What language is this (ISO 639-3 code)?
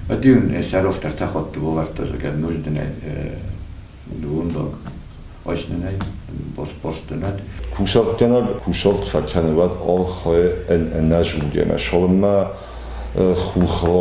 oss